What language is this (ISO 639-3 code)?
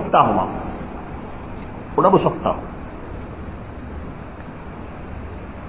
tam